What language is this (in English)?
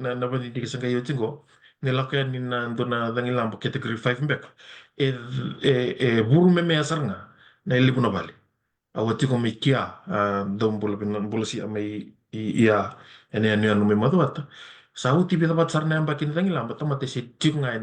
Fijian